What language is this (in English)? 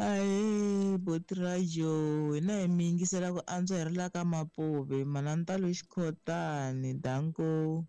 Tsonga